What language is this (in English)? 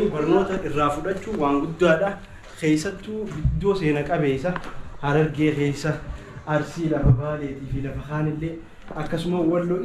Oromo